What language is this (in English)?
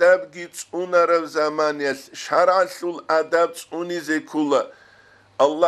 Avaric